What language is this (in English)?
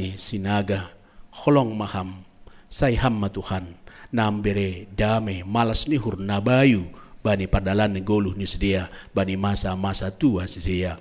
Batak Simalungun